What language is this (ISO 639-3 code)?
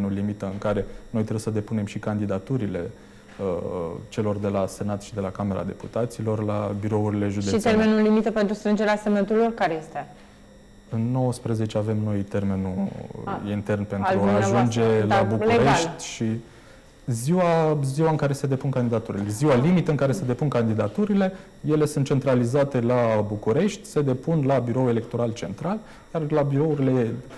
ron